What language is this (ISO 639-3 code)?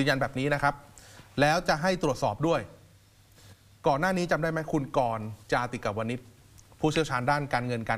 tha